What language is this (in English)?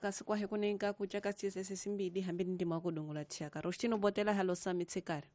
Tsonga